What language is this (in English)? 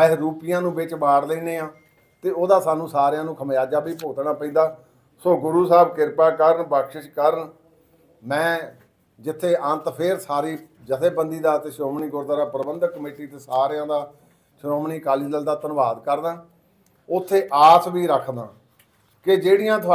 Punjabi